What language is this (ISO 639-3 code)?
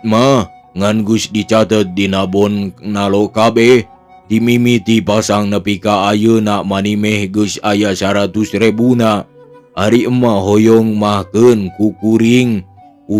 sun